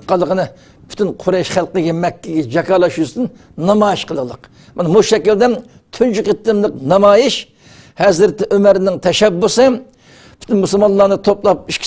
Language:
Uyghur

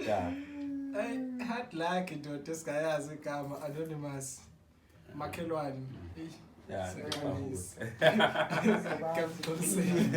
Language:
Zulu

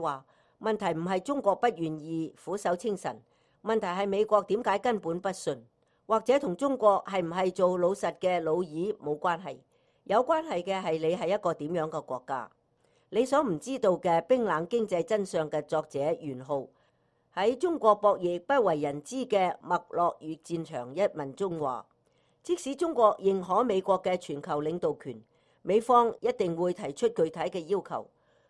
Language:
Cantonese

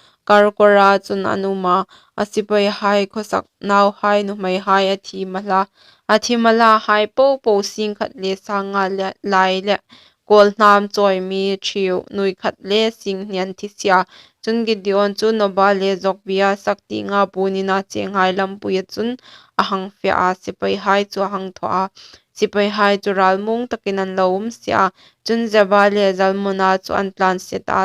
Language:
Hmar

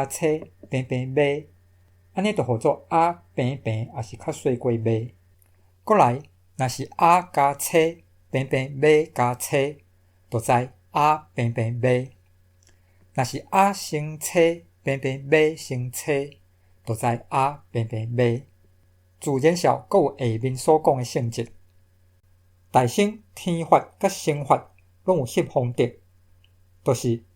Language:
Min Nan Chinese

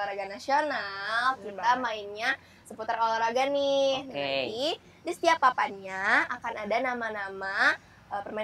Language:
Indonesian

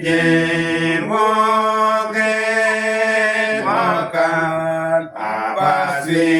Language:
Uduk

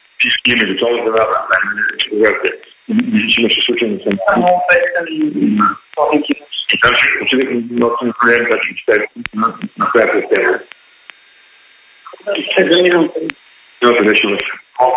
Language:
Bulgarian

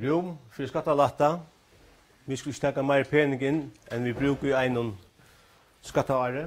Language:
Faroese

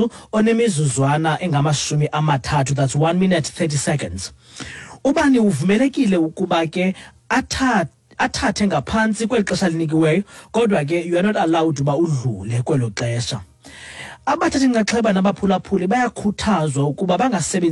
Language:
Xhosa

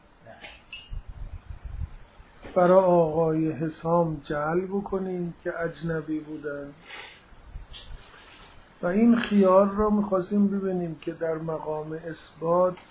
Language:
Persian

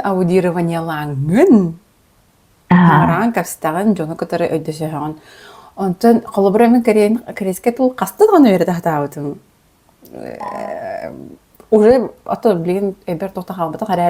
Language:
Yakut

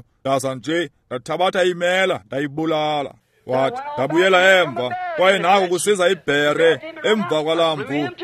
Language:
Xhosa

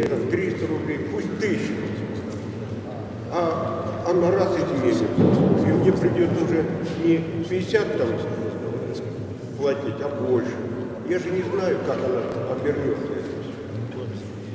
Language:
Russian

